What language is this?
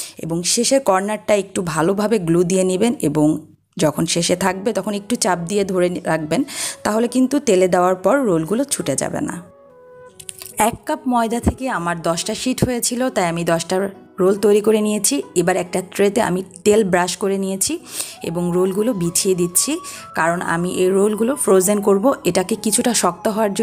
Bangla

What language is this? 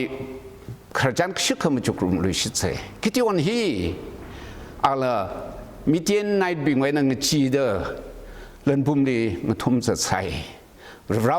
Tangkhul Naga (India)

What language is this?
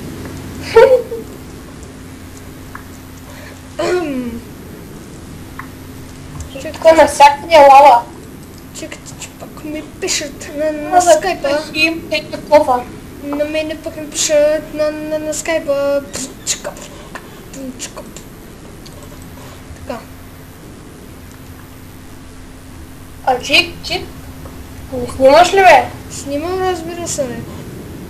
Bulgarian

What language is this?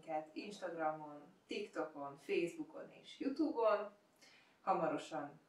Hungarian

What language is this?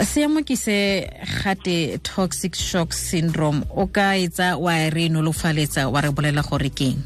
Tswana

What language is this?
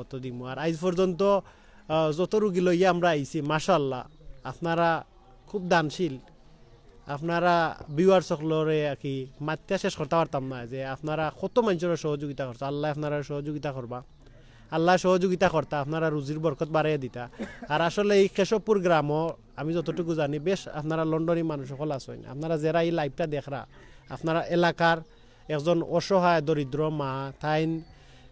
Sylheti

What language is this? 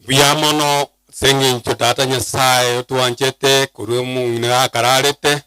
Gusii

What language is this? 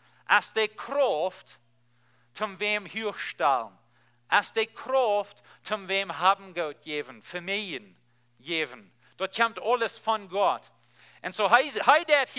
Plautdietsch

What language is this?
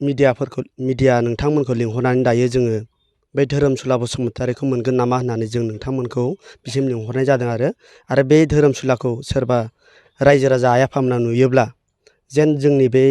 Bodo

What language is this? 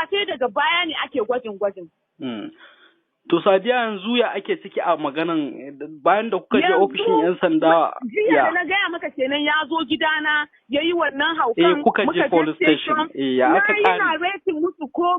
Hausa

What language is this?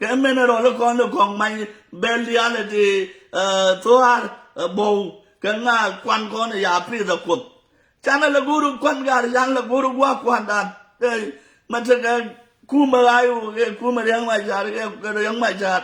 Nuer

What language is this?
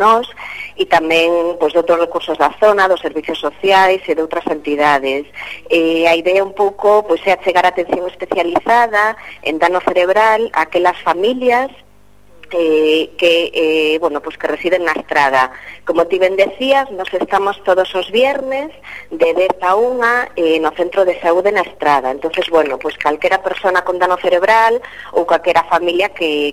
Galician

